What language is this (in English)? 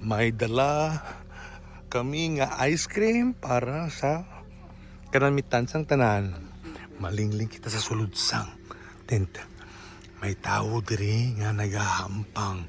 Hiligaynon